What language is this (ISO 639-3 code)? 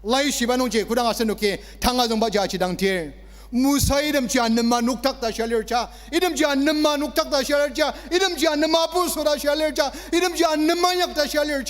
njo